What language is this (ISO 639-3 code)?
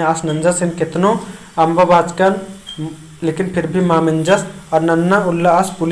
kru